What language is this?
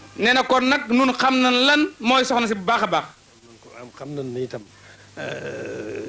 Wolof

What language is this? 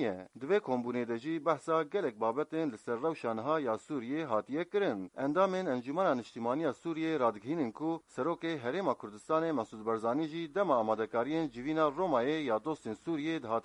Kurdish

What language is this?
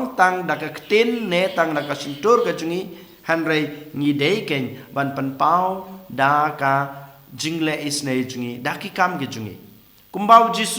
Khasi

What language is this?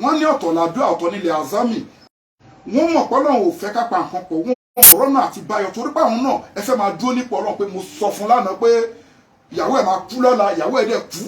Yoruba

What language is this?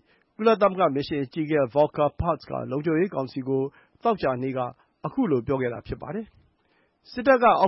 Burmese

